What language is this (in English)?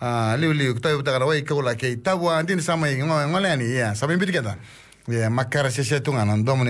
Fijian